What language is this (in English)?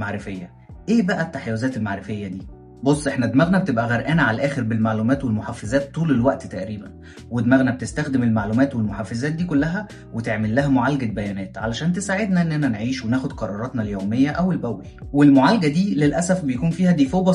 Egyptian Arabic